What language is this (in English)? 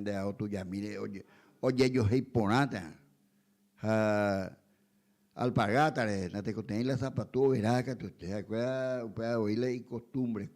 Guarani